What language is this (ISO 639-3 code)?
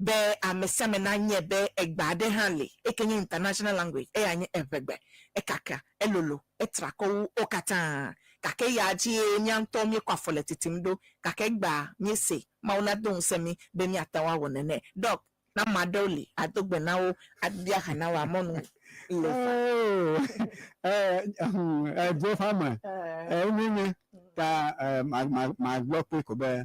ewe